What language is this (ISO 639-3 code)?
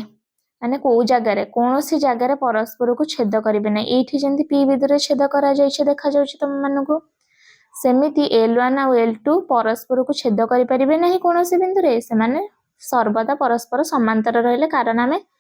ori